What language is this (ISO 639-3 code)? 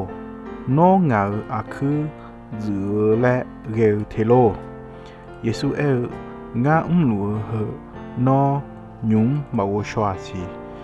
ahk